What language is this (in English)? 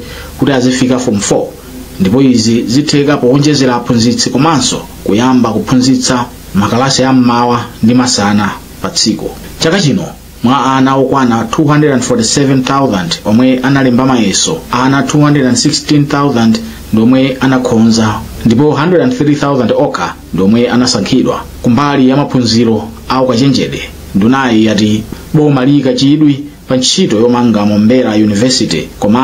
Nyanja